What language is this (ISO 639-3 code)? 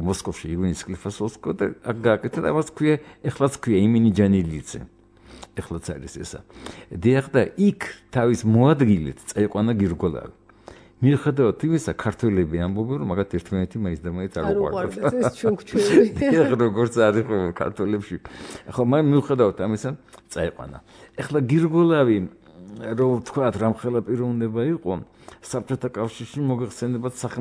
kat